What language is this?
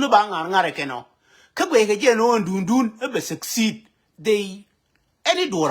Nuer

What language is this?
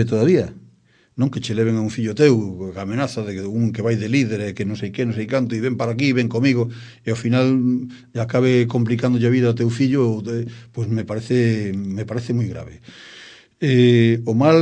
Galician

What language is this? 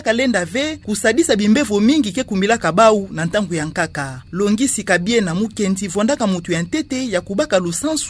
Kituba (Democratic Republic of Congo)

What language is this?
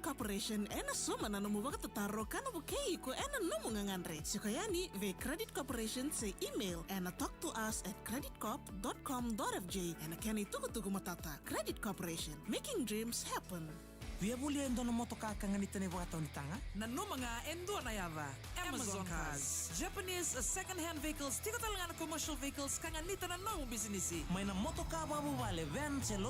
Fijian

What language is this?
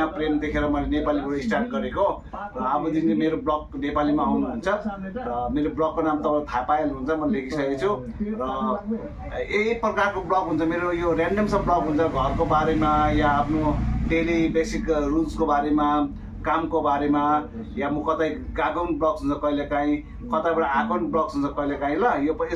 Nepali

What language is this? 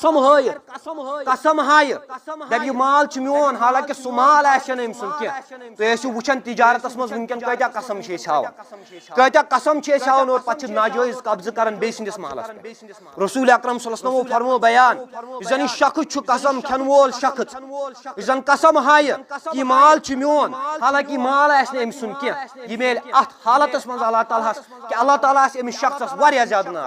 Kashmiri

